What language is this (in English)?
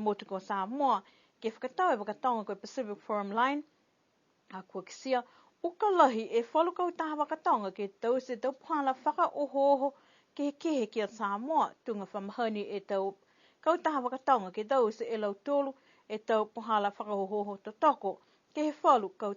Niuean